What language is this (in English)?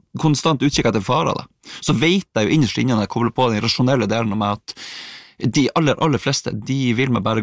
Norwegian